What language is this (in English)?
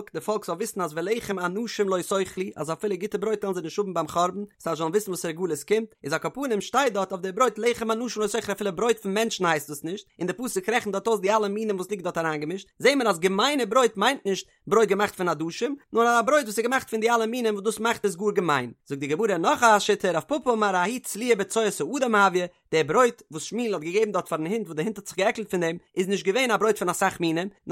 Yiddish